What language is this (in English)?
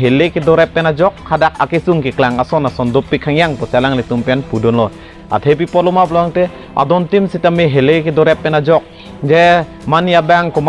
Karbi